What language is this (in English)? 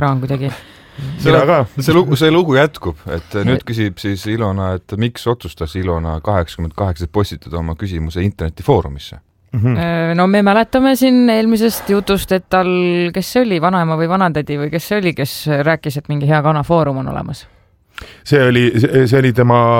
Estonian